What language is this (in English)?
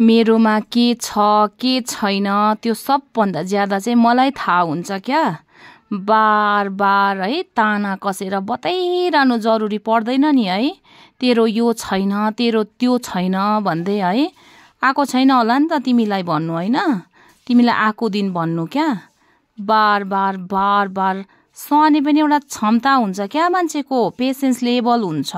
Nepali